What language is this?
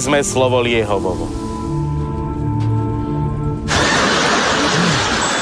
Slovak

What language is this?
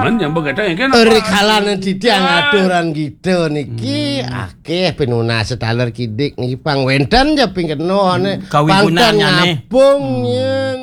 Balinese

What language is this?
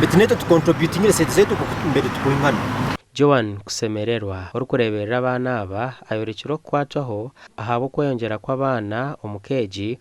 Nyankole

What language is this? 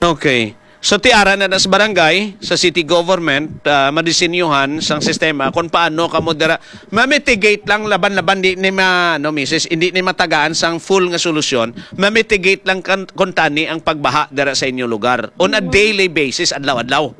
Hiligaynon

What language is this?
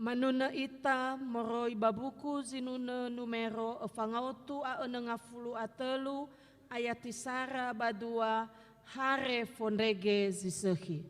Nias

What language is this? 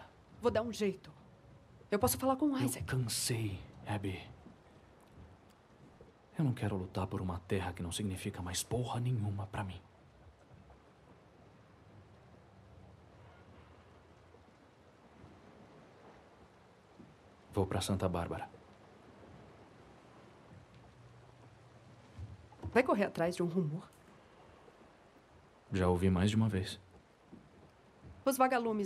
Portuguese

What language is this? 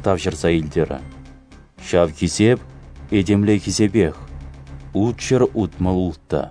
Chuvash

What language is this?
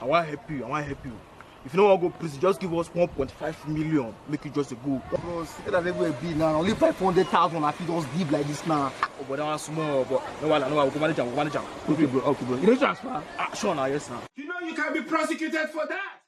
Nigerian Pidgin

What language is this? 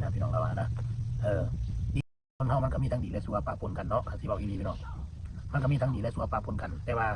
Northeastern Thai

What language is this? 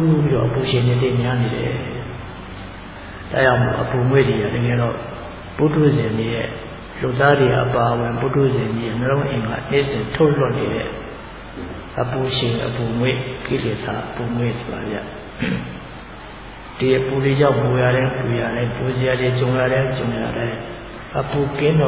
Burmese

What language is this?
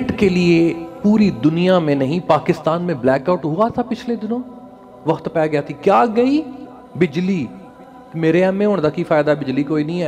Urdu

